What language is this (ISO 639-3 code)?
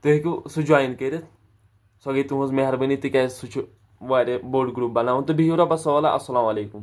kas